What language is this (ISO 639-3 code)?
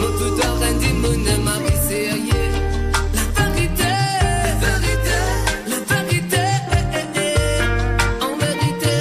mfe